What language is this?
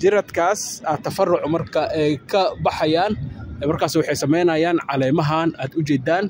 Somali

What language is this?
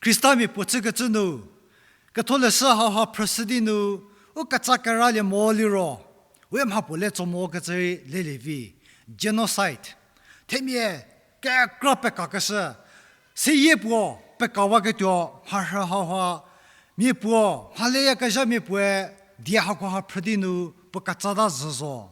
Angami Naga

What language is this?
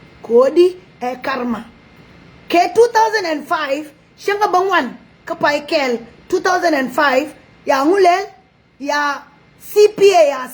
Nuer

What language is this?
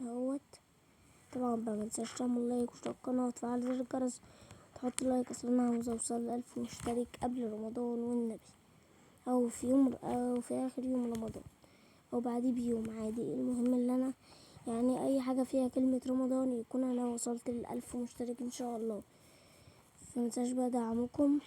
Egyptian Arabic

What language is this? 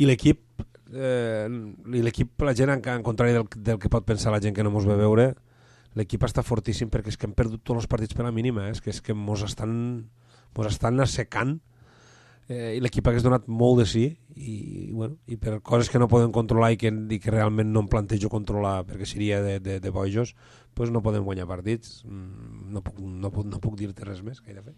Catalan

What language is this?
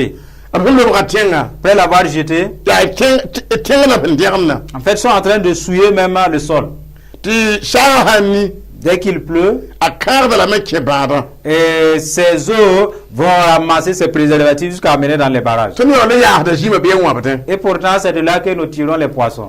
Mossi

